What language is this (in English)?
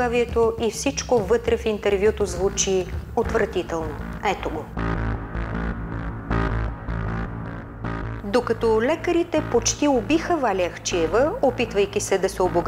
Bulgarian